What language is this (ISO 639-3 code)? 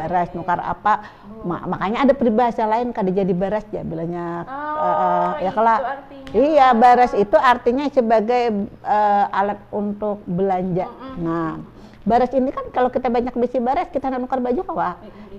bjn